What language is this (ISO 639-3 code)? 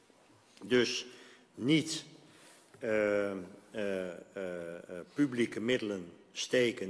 nld